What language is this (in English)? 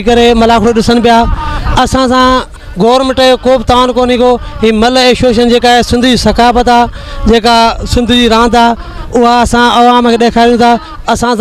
Sindhi